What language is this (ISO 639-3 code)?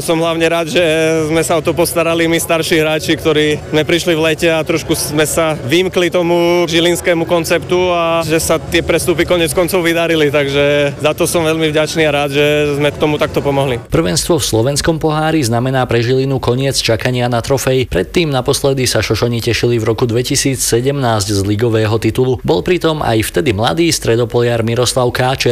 slk